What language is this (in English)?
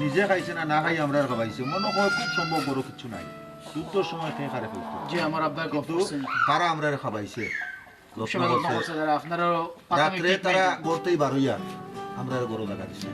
Sylheti